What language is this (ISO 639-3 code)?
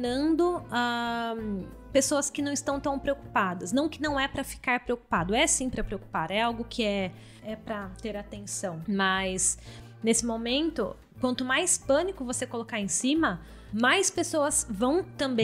por